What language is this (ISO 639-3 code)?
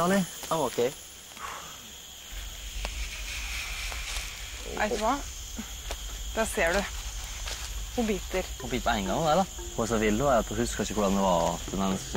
nor